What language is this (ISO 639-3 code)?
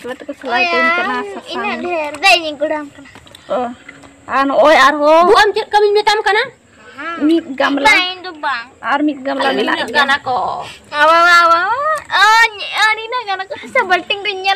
sat